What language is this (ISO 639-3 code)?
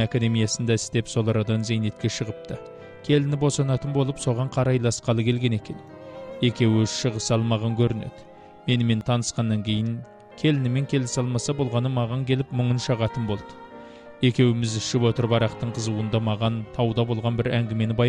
kaz